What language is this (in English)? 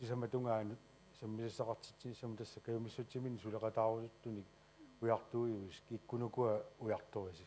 Kalaallisut